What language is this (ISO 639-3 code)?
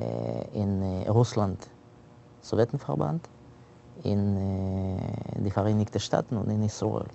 yid